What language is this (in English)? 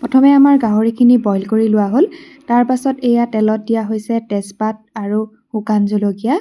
Assamese